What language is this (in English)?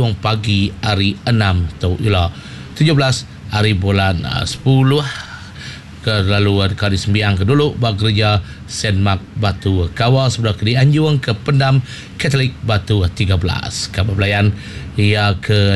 Iban